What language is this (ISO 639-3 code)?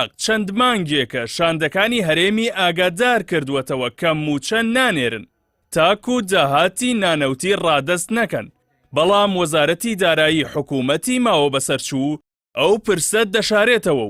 ckb